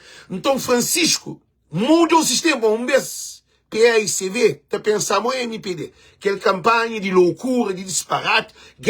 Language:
Kabuverdianu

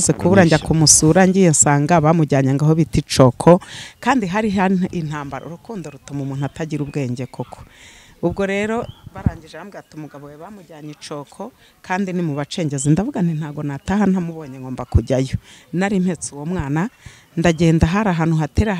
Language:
Kinyarwanda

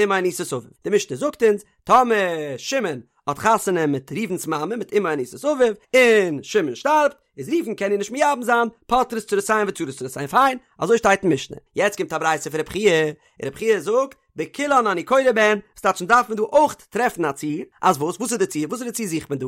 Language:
Yiddish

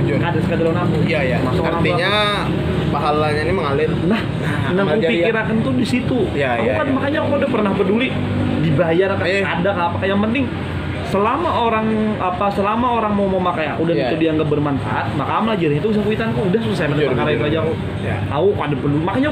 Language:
Banjar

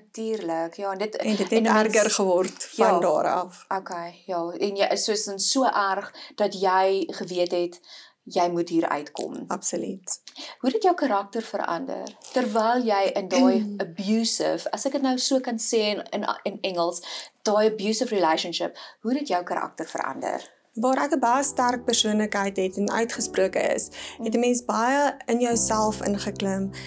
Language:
Afrikaans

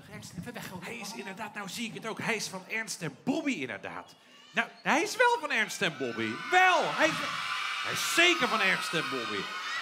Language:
Dutch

